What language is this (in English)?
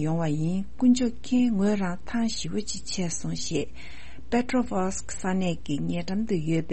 Tibetan